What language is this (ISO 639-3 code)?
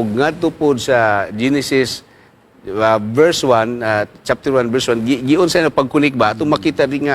ceb